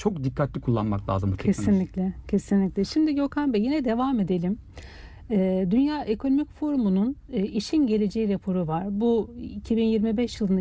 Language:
Turkish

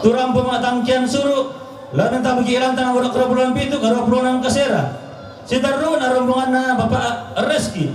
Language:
Toraja-Sa'dan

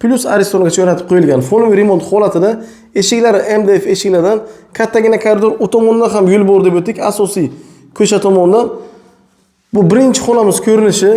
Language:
Uzbek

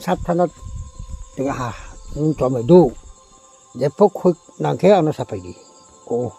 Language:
Riang (India)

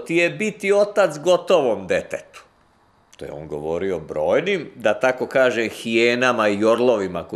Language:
Serbian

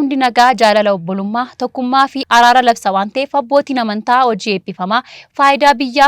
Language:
Oromo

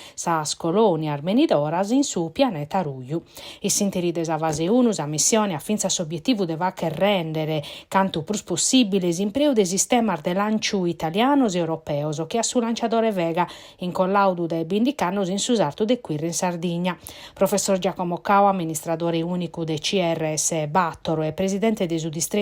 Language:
Sardinian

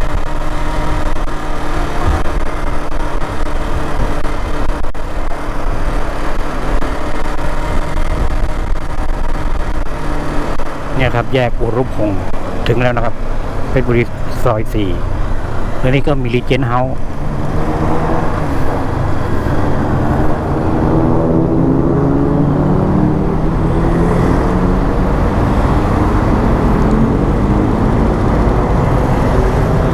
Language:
Thai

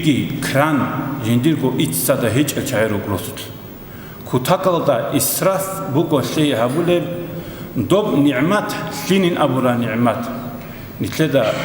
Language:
Avaric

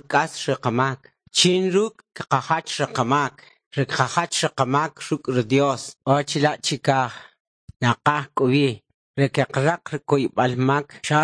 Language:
Kʼicheʼ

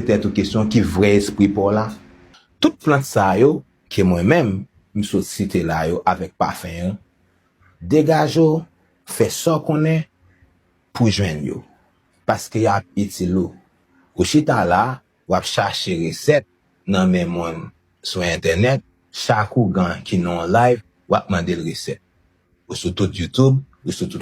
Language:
Haitian Creole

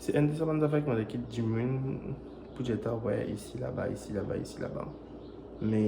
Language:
Morisyen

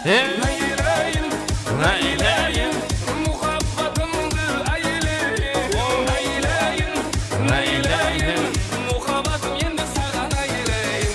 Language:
Kara-Kalpak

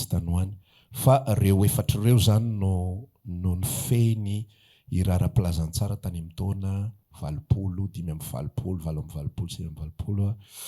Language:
Malagasy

